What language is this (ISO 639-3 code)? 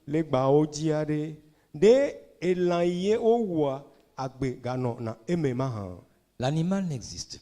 ewe